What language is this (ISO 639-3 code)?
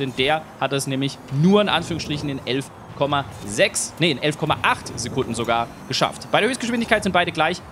deu